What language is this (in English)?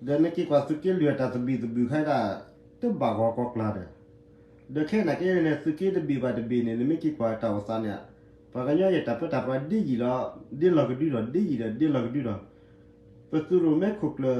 S'gaw Karen